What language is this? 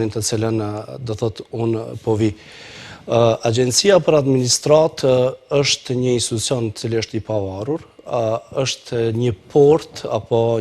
Albanian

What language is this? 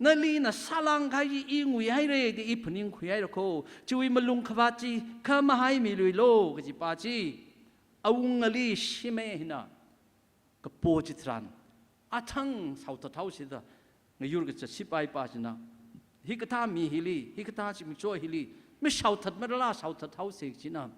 Tangkhul Naga (India)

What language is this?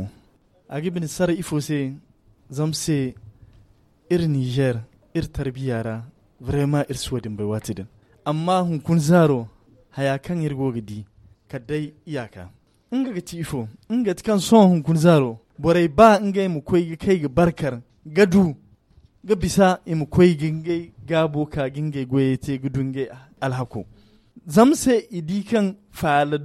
Hausa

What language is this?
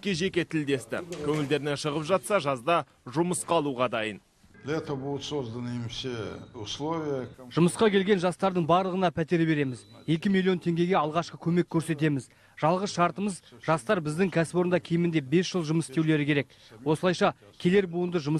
Kazakh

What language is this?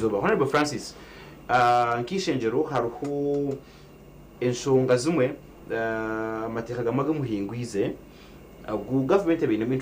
Nyankole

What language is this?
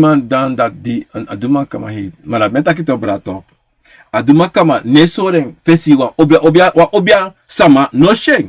Sranan Tongo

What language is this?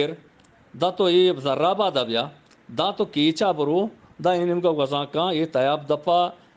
Eastern Balochi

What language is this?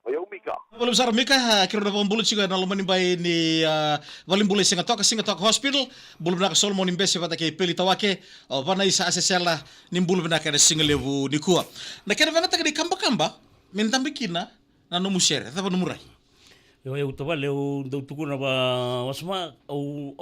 Fijian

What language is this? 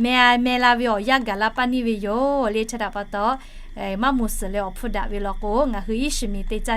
Lahu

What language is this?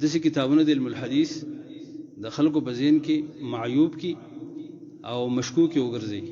Pashto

